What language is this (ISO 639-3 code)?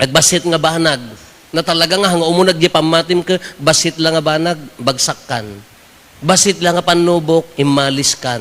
ilo